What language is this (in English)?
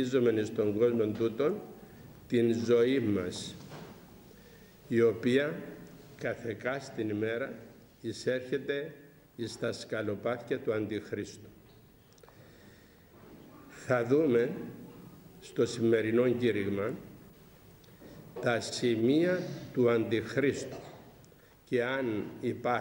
Greek